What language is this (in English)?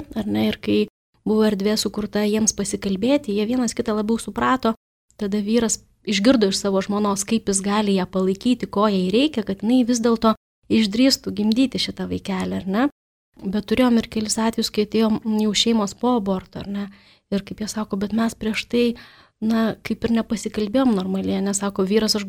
Lithuanian